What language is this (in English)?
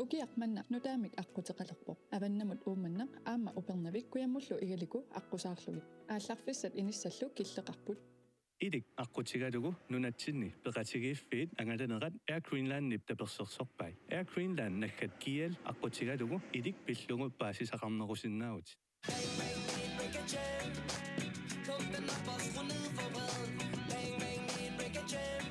Kalaallisut